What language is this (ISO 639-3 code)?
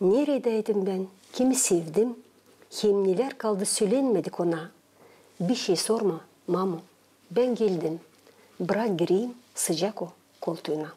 gag